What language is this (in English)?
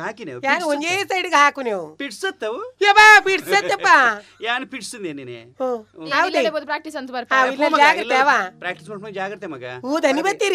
Kannada